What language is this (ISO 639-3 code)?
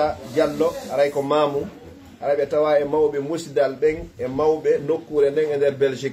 fuf